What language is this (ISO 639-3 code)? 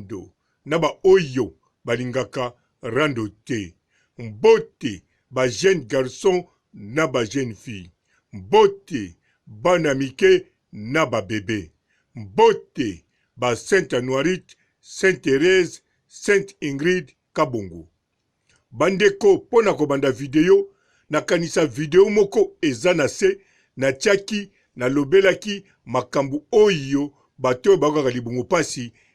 lin